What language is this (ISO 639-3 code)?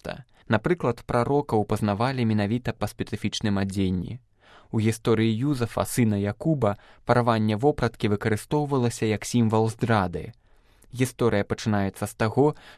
bel